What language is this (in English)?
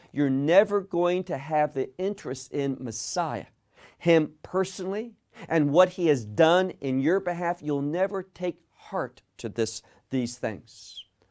English